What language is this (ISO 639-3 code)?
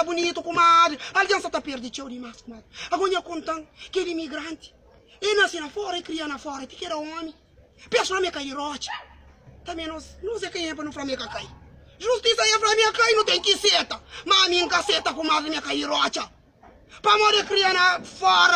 kea